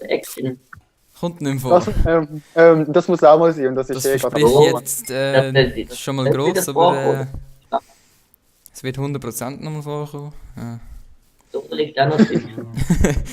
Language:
Swiss German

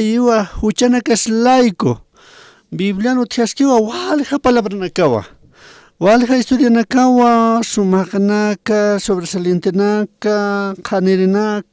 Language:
Aymara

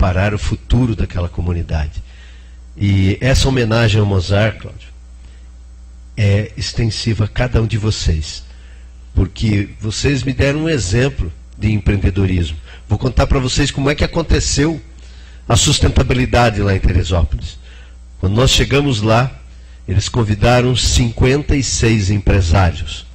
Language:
Portuguese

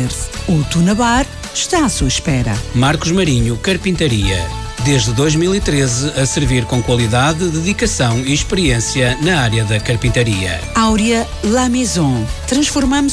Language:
Portuguese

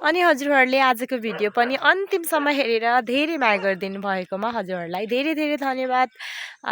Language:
Nepali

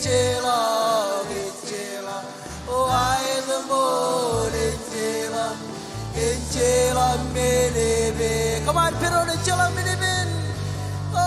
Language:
Marshallese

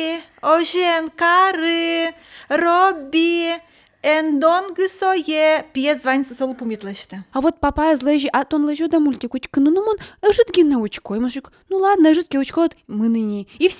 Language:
Udmurt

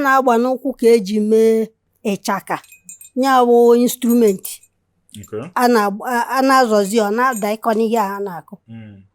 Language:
Igbo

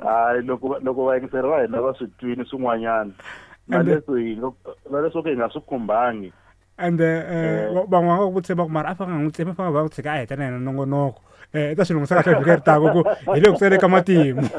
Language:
Tsonga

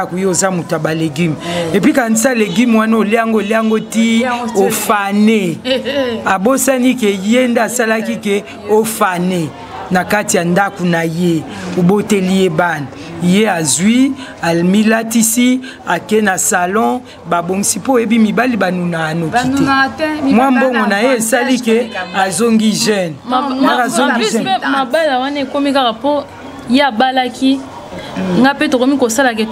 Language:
Lingala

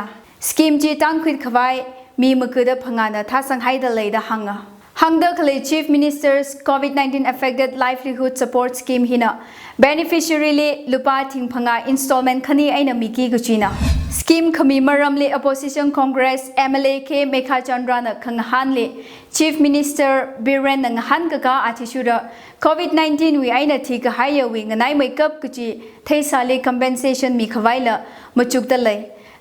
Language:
Tangkhul Naga (India)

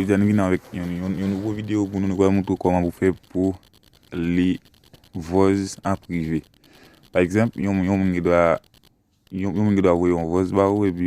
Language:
Haitian Creole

